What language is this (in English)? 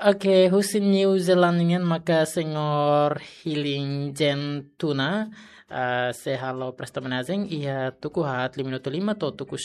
Tetum